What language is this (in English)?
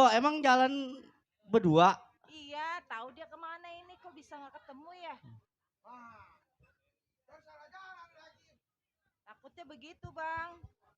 Betawi